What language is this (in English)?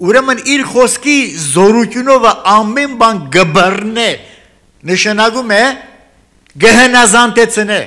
Armenian